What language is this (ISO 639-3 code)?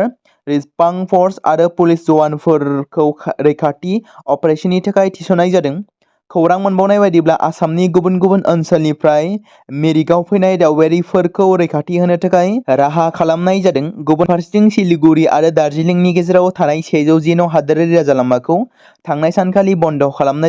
brx